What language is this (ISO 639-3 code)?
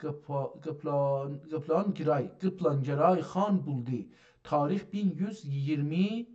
azb